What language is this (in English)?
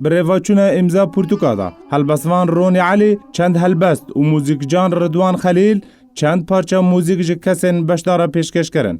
Kurdish